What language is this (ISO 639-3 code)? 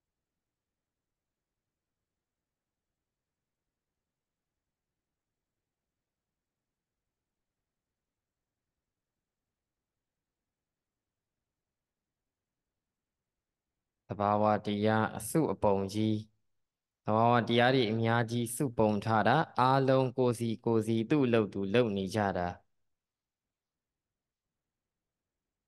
mya